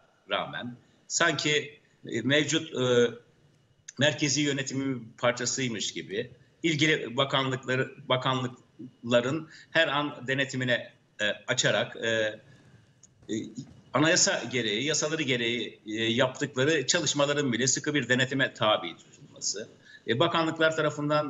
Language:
Turkish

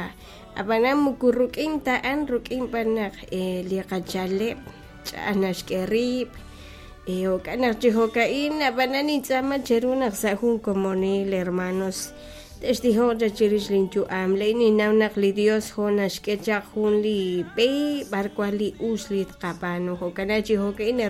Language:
Kekchí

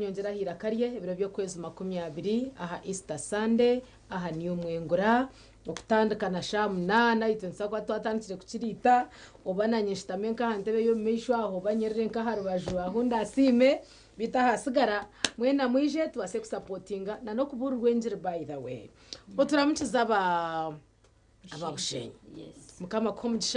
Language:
Nyankole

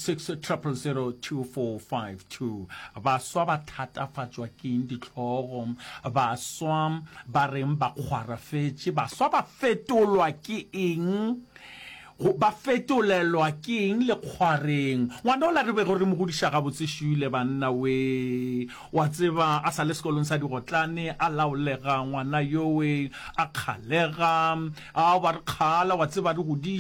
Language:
Northern Sotho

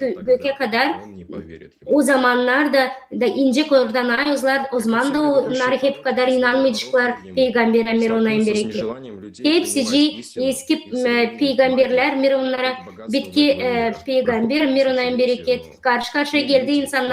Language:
Gagauz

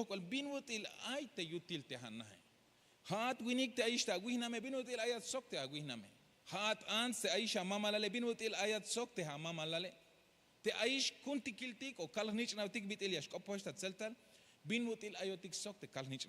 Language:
Tzeltal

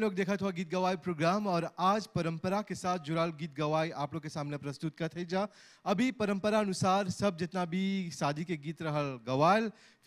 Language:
Bhojpuri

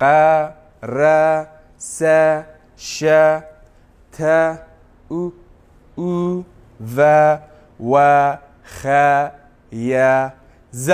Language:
Kurdish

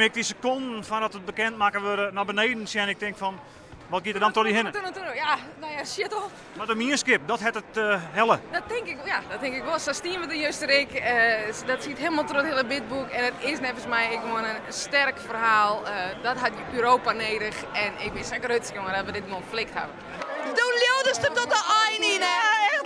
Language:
Western Frisian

